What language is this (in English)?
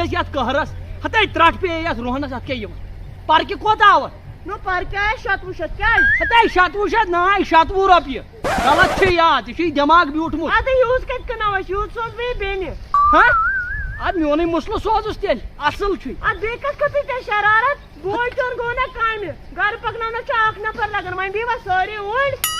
Kashmiri